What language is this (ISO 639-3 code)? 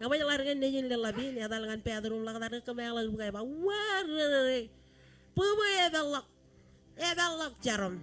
mah